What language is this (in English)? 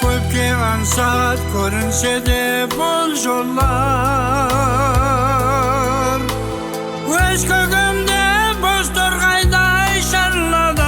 Kara-Kalpak